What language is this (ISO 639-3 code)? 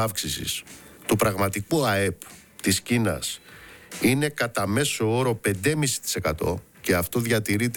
ell